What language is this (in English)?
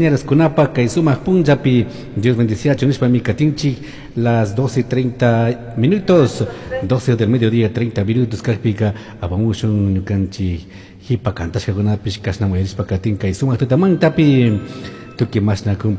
Chimborazo Highland Quichua